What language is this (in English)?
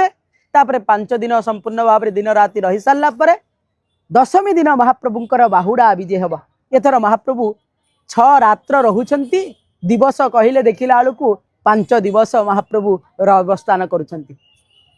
Odia